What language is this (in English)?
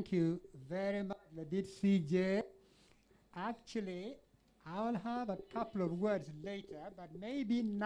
Acoli